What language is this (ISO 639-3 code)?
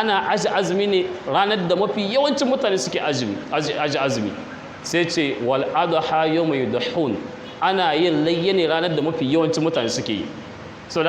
hau